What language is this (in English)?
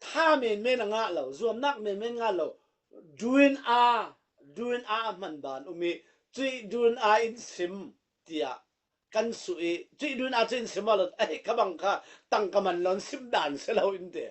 Falam Chin